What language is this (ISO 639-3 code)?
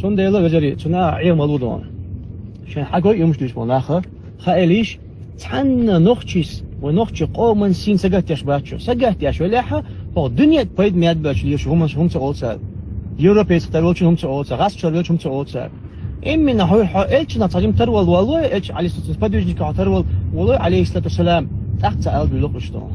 che